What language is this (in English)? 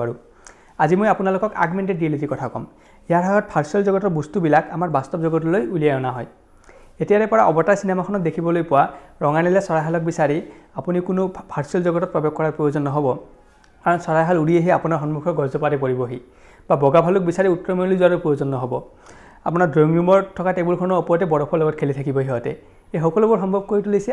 Assamese